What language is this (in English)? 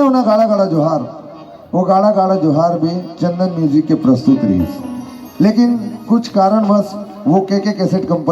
Chhattisgarhi